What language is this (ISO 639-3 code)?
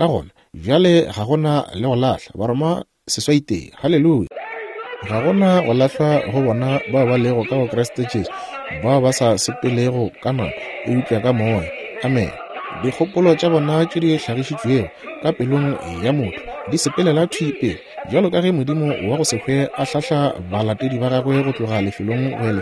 nso